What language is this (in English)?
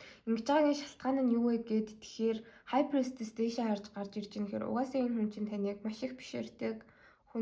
Mongolian